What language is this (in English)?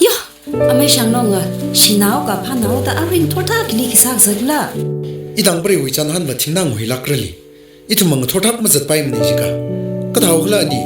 Tangkhul Naga (India)